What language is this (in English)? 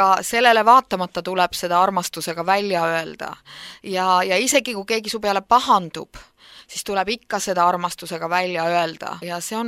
Estonian